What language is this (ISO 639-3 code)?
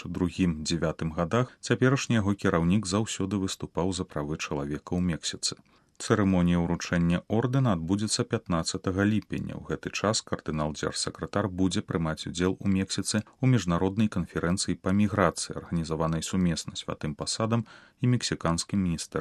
bel